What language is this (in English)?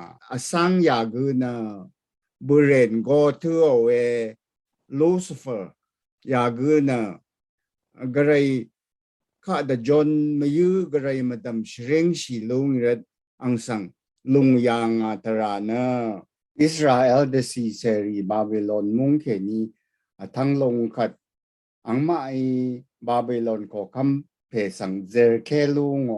Rawang